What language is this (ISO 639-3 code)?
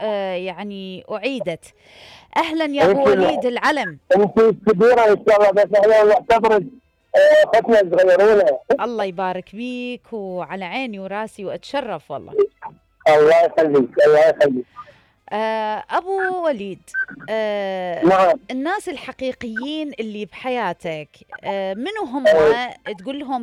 acm